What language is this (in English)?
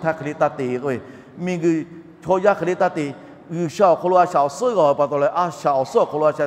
Lahu